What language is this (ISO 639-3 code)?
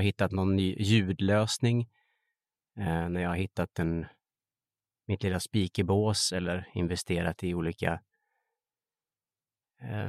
swe